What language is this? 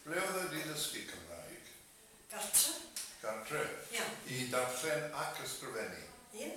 Welsh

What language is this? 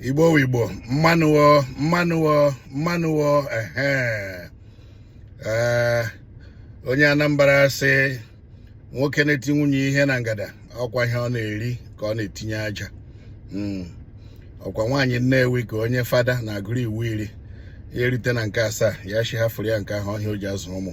Igbo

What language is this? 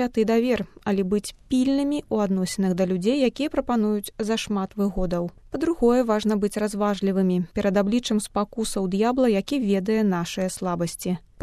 Belarusian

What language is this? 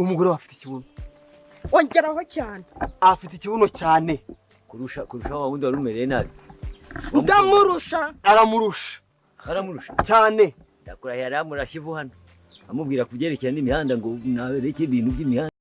Kinyarwanda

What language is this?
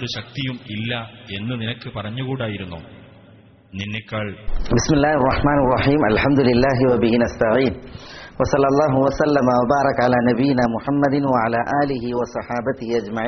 Malayalam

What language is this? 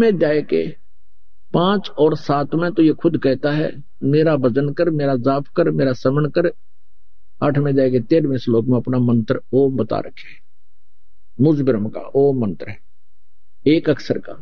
Hindi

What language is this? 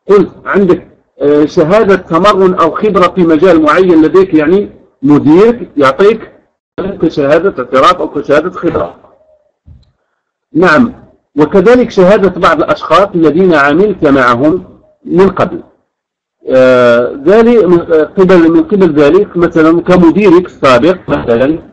Arabic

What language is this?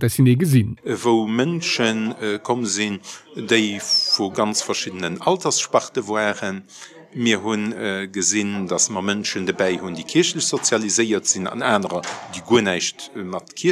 Luxembourgish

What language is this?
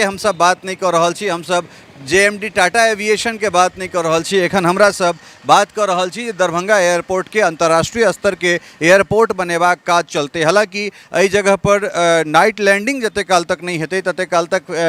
Maithili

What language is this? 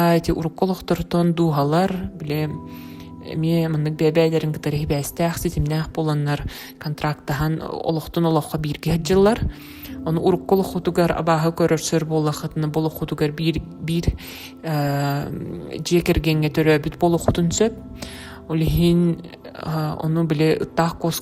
Yakut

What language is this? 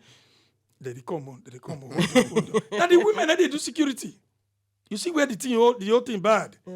Nigerian Pidgin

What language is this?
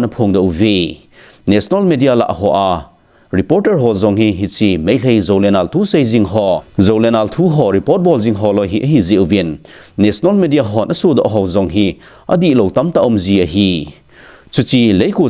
Thado Chin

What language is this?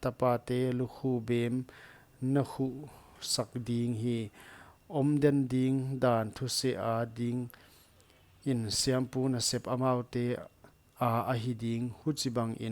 Paite Chin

